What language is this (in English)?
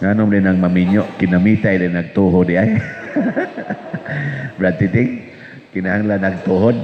Cebuano